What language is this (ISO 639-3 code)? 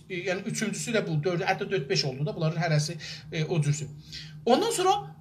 azb